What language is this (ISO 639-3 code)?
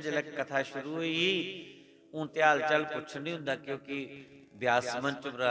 doi